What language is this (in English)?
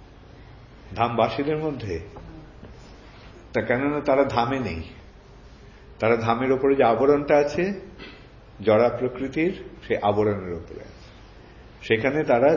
Bangla